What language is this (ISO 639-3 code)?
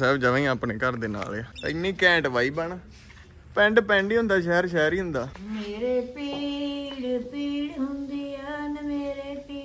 pan